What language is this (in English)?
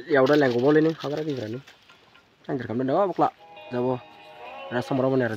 Dimasa